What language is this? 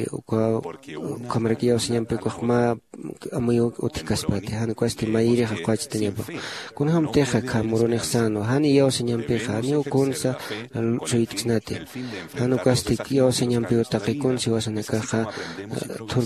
Aymara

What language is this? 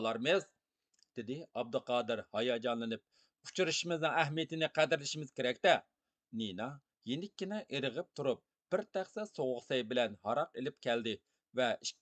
Uyghur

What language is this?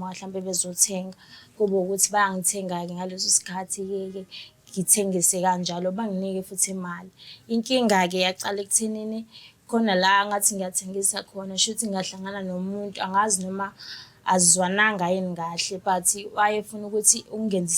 Zulu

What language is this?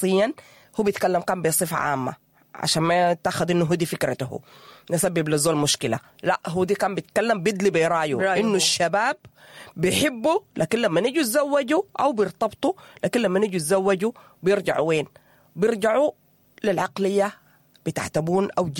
Sudanese Arabic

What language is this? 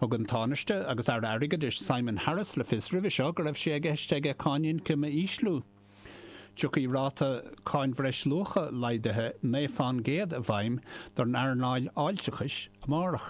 Irish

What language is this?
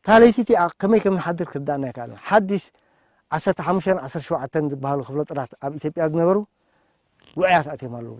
Tigrinya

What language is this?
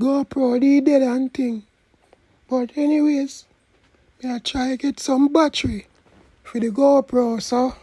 Jamaican Creole English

